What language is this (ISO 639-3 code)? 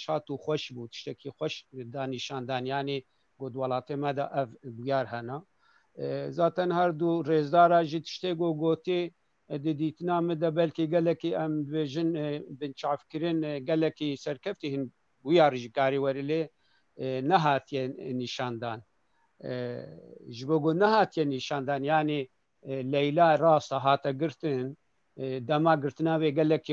kur